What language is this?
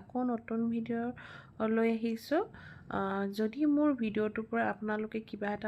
Assamese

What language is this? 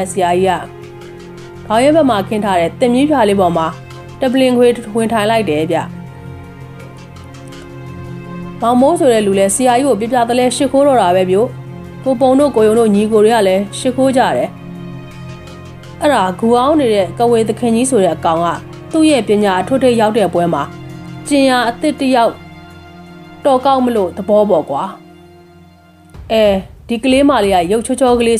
Burmese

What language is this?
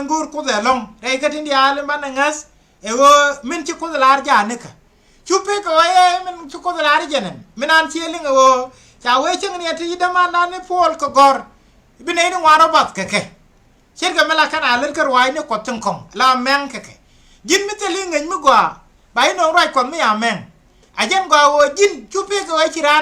Nuer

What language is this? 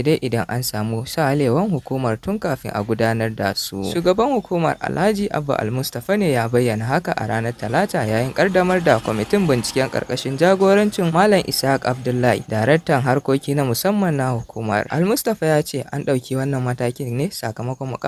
Hausa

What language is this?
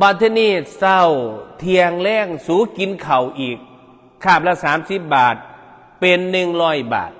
Northeastern Thai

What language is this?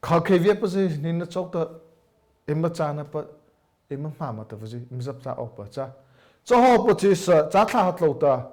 Mara Chin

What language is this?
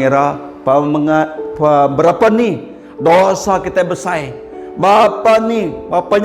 Iban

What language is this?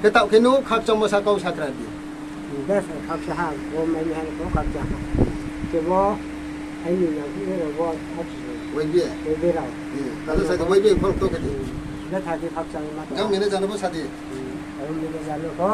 Riang (India)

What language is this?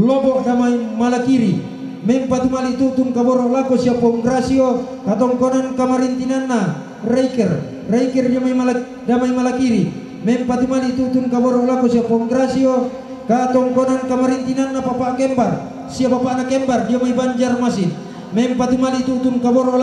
Toraja-Sa'dan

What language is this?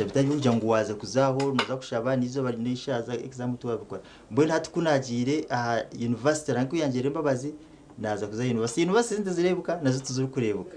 Nyankole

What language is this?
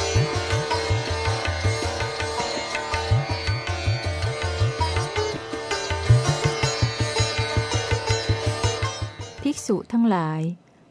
Thai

